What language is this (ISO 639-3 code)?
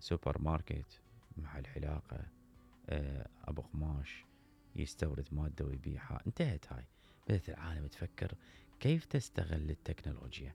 acm